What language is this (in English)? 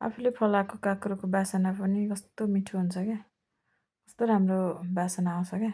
Nepali